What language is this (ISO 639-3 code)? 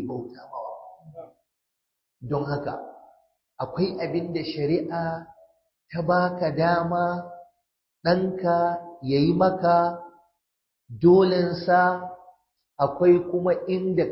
hau